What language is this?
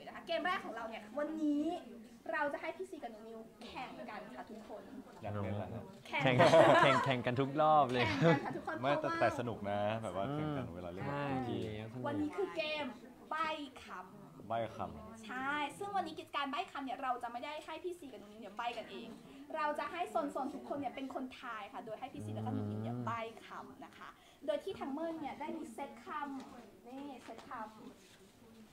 Thai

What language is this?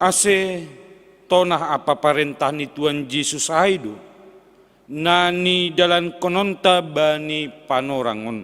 Batak Simalungun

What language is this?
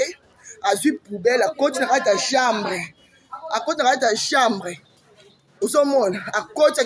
Lingala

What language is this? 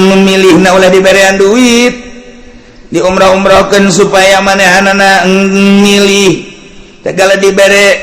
Sundanese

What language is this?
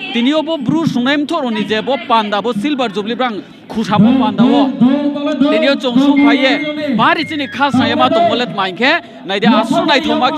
Riang (India)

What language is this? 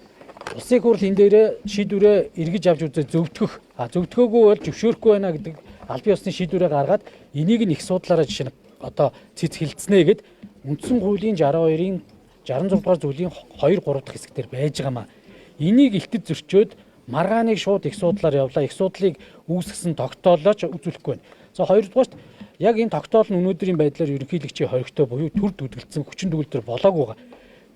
Mongolian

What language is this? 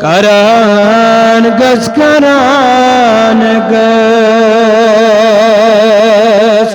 Kashmiri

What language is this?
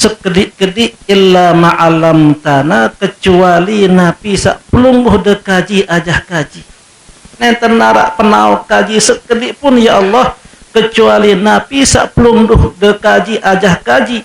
Sasak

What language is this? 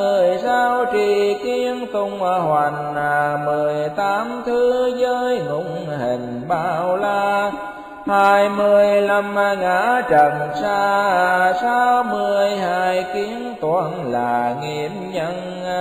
Vietnamese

